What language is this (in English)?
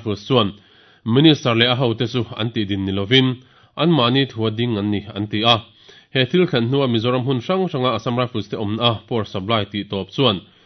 Mizo